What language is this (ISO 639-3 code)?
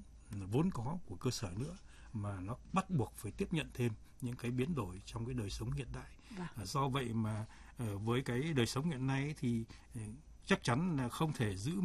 vie